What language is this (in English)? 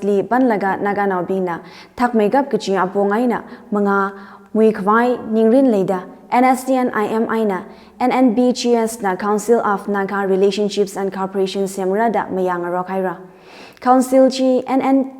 Tangkhul Naga (India)